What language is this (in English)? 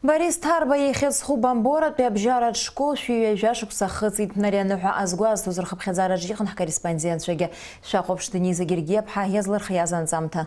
Abkhazian